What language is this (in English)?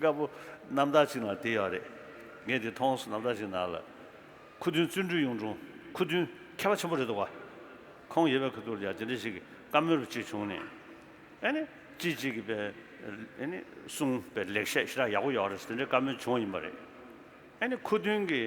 Tibetan